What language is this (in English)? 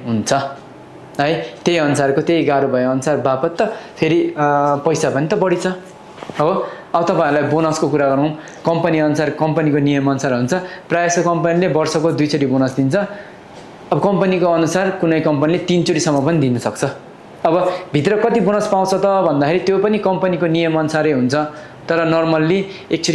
Nepali